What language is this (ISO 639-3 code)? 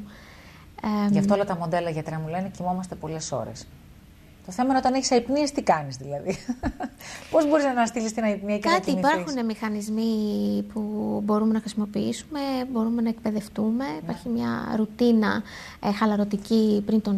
ell